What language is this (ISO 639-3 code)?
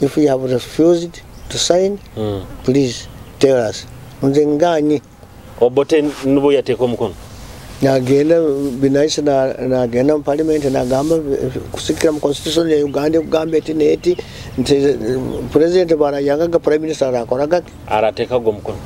nyo